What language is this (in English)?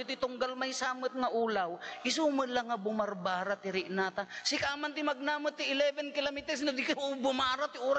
Iloko